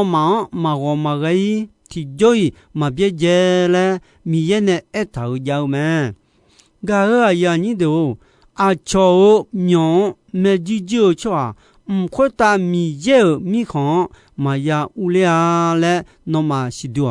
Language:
Akha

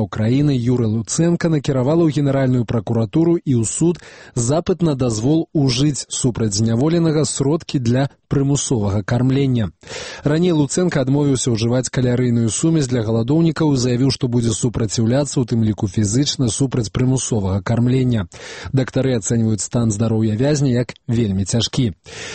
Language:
Belarusian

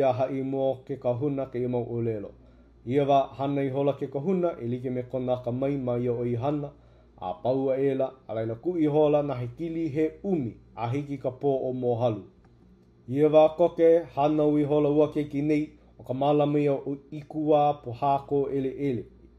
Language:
Hawaiian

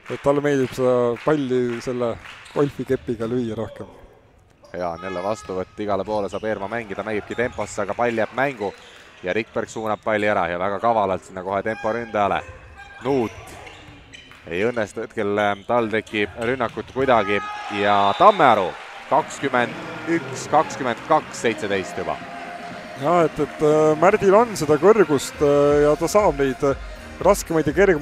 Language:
Estonian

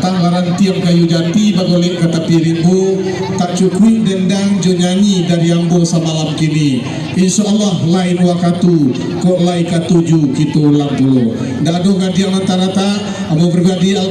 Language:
Minangkabau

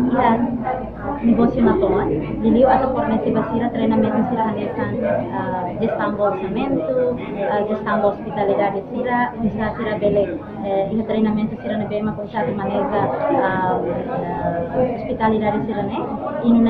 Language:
Tetum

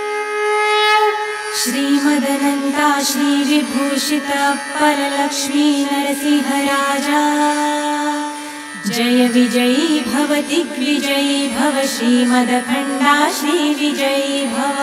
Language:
Marathi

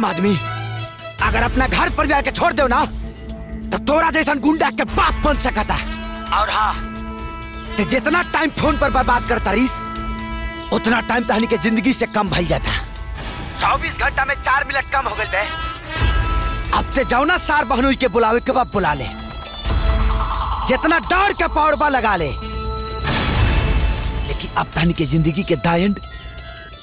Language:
Bhojpuri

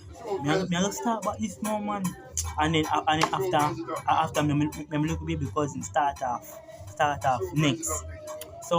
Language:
Jamaican Creole English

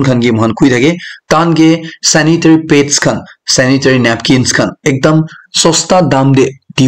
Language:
Naga Pidgin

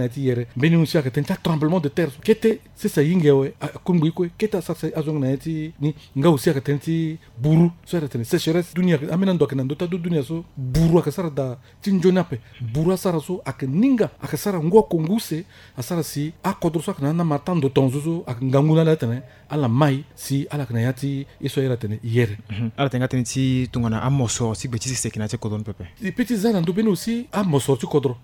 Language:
Sango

